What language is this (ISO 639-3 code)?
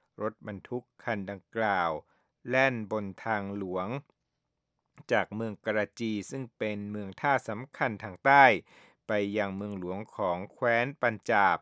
tha